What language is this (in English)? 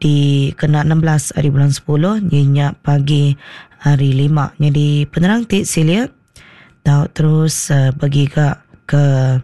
Iban